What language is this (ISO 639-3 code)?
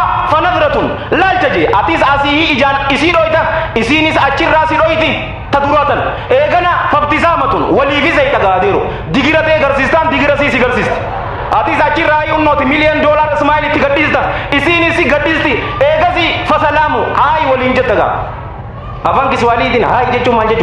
orm